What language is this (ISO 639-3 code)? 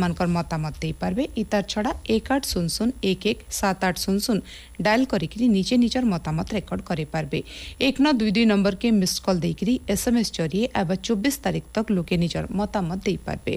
ori